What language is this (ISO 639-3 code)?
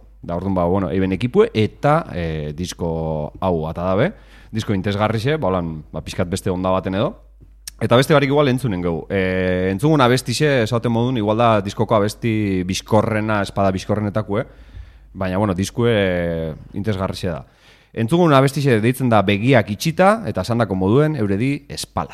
eus